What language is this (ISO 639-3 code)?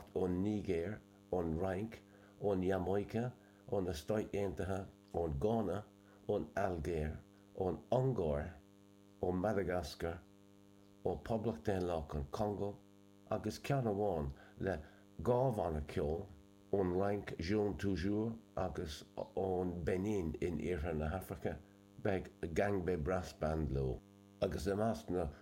gle